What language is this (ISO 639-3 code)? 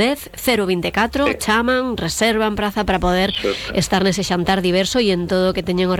glg